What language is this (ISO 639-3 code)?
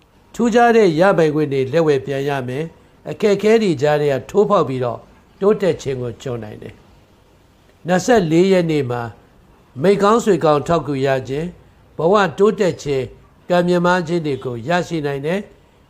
mya